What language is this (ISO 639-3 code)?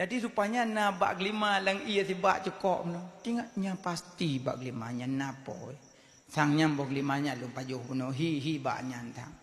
ace